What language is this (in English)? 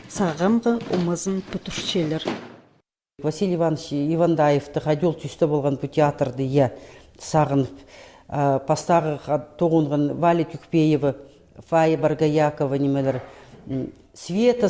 Khakas